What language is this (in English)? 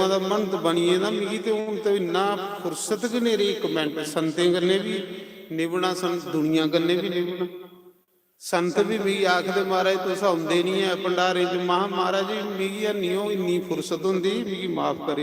Dogri